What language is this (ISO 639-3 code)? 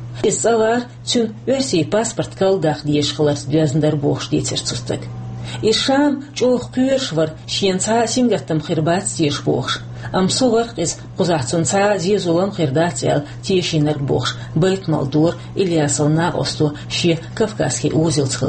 che